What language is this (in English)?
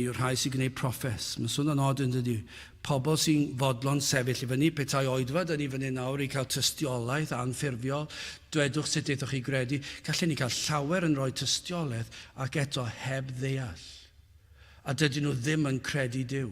Welsh